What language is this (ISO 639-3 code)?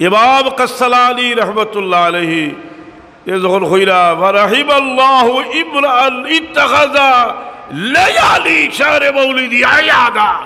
syl